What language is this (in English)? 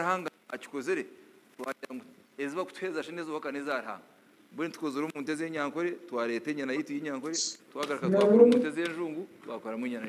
Nyankole